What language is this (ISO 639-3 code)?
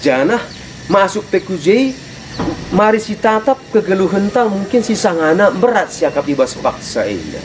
btx